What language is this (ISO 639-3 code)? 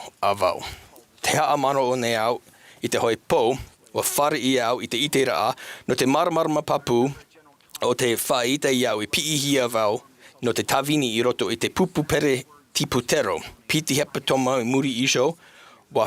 tah